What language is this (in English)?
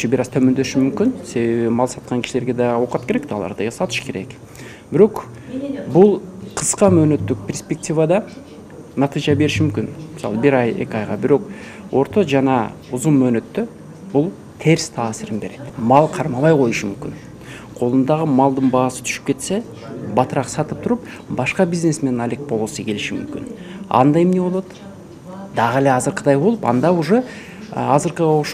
Kyrgyz